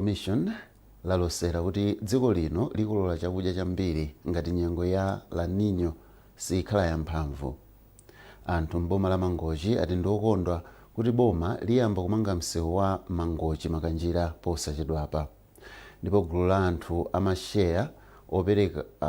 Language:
Nyanja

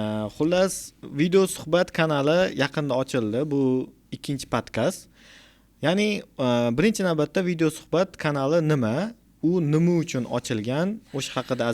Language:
Uzbek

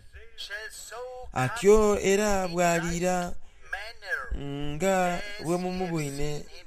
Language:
Soga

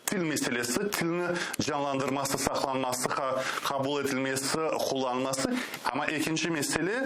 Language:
Crimean Tatar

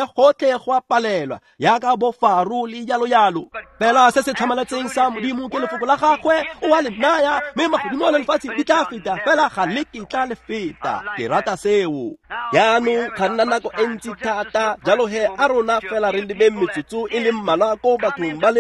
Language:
Tswana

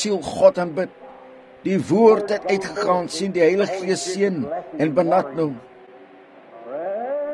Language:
Afrikaans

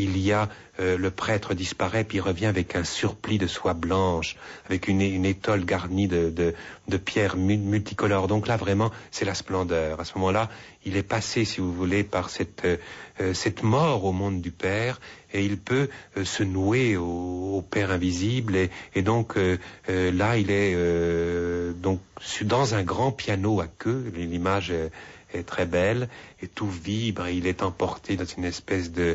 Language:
French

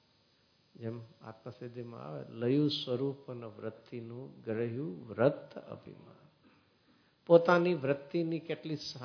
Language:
Gujarati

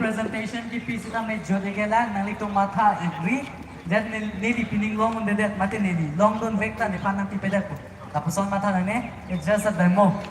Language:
Karbi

